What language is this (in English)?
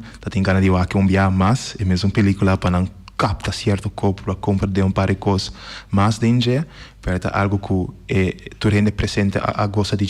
Papiamento